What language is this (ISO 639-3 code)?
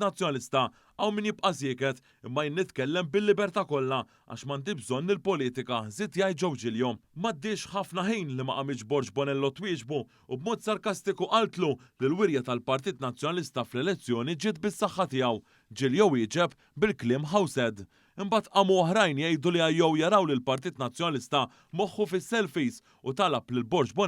mlt